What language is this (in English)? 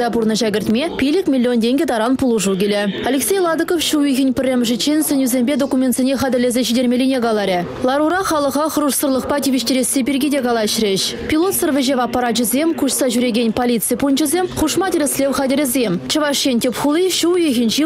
Chuvash